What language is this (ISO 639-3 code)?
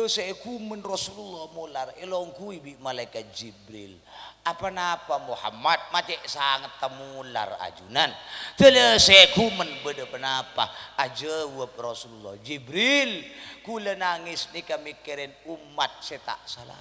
mad